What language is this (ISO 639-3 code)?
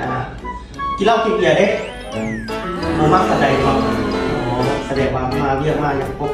lao